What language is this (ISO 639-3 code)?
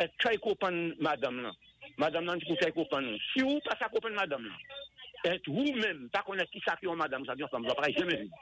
acf